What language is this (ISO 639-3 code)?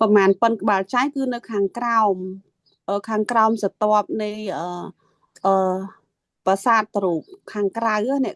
khm